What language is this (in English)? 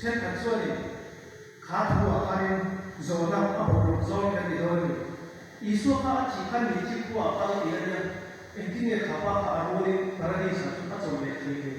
Mizo